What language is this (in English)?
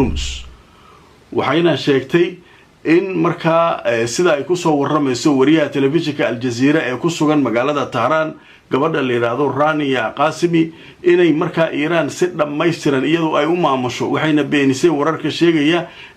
Somali